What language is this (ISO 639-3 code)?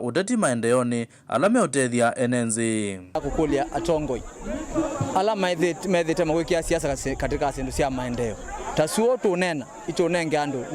kam